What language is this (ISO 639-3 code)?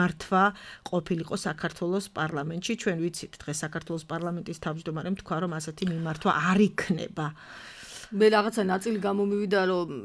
kat